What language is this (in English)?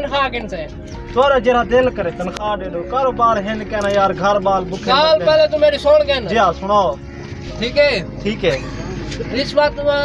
Saraiki